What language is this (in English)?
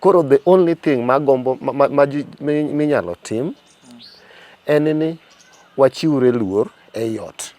Luo (Kenya and Tanzania)